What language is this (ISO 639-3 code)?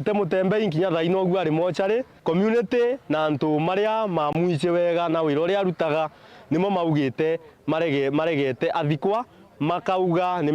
mer